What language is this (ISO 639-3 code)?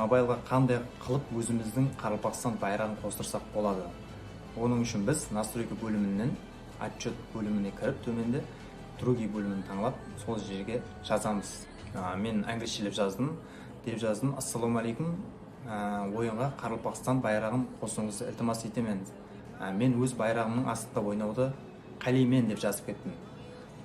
kaa